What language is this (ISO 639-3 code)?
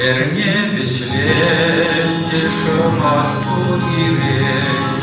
chv